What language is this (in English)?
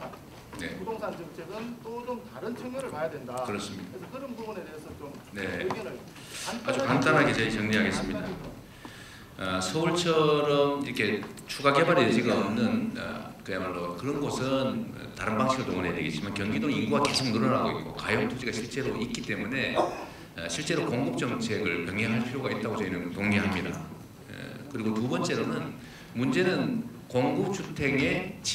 Korean